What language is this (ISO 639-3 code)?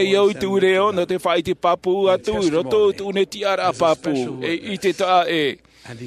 tah